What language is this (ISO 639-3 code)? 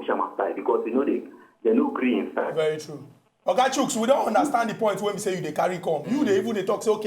pcm